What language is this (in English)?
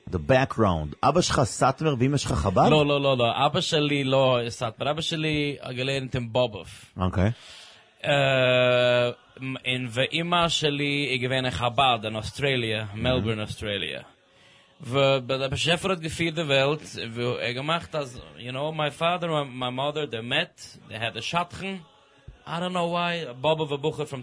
Hebrew